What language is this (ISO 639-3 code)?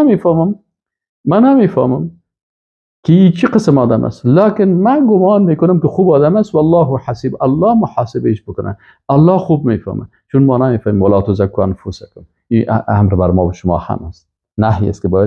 fas